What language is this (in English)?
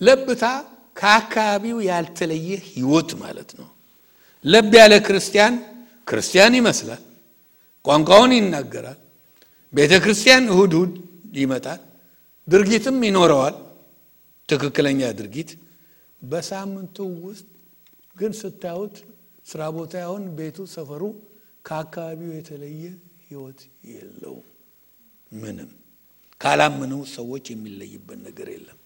Amharic